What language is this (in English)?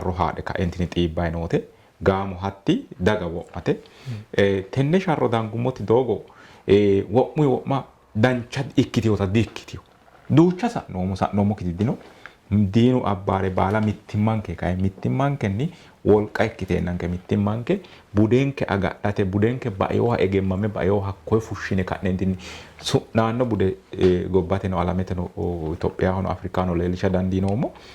Sidamo